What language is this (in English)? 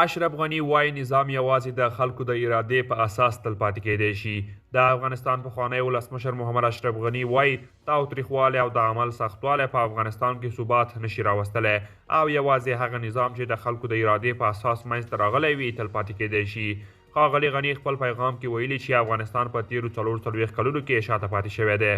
Pashto